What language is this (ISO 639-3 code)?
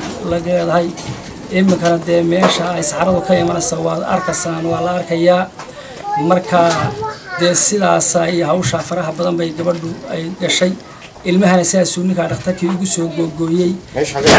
som